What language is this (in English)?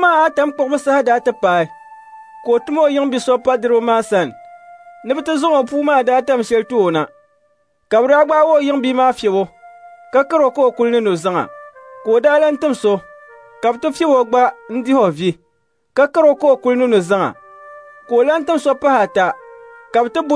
Dagbani